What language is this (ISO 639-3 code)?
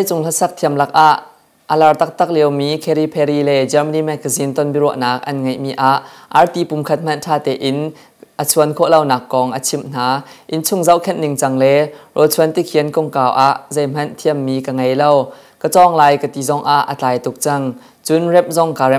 cnh